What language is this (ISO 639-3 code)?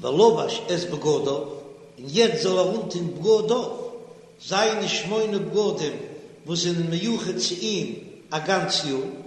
yid